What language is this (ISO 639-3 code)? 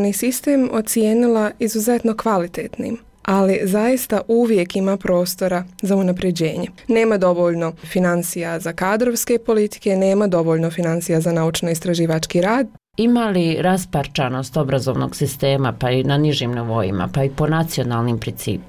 bos